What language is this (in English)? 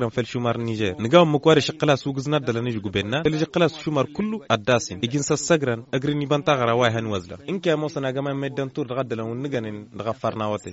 Tamasheq